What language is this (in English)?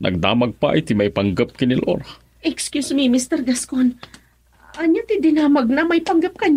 Iloko